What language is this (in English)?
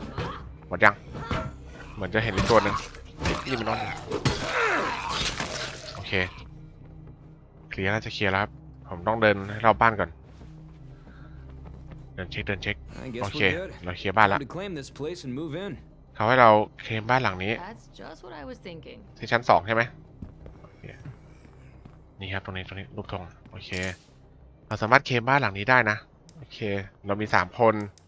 Thai